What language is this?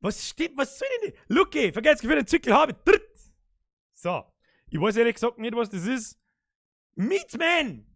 Bavarian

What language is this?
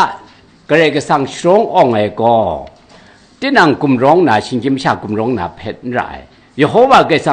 Kachin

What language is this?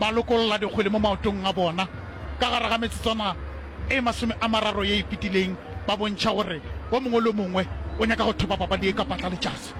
Northern Sotho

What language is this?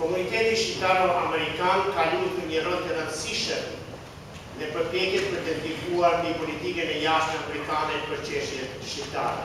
Albanian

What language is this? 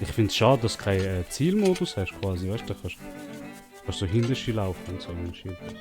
Swiss German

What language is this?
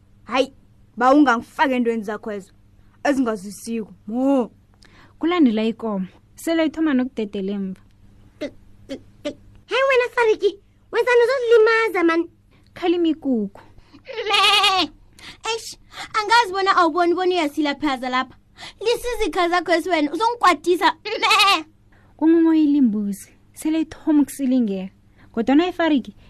South Ndebele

